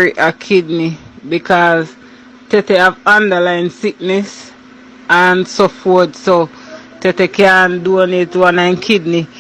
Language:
Jamaican Creole English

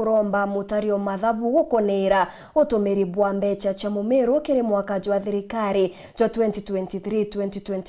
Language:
Meru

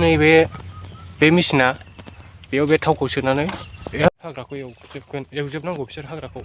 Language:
Bodo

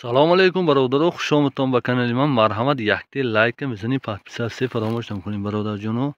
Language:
Tajik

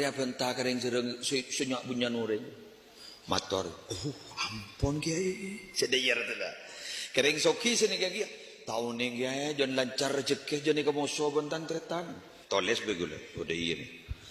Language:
Madurese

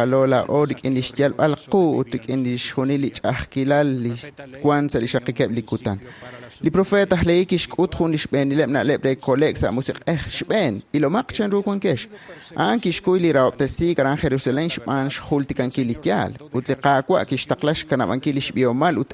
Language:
Kekchí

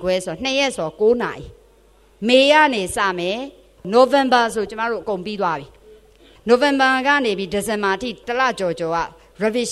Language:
Burmese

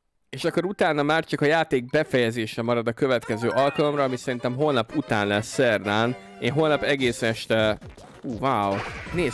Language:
Hungarian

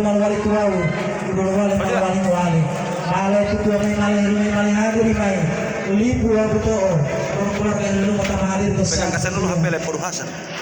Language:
Gorontalo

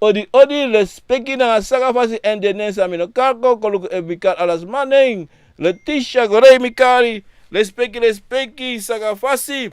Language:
Sranan Tongo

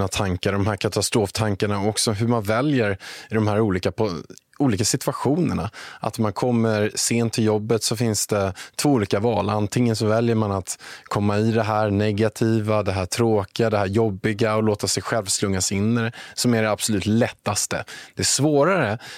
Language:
Swedish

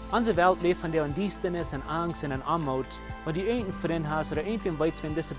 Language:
Plautdietsch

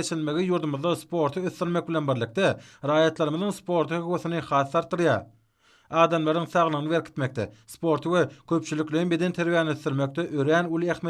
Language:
Turkmen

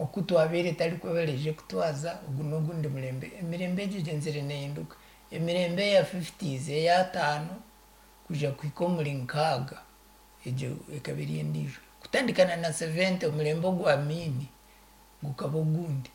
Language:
Nyankole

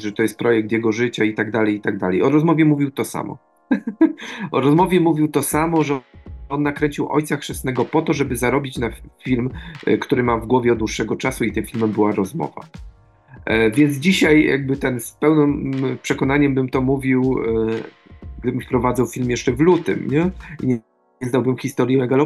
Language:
Polish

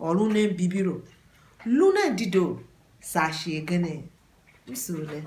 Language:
Tiv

